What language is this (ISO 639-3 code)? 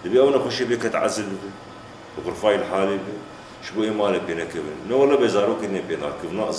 kur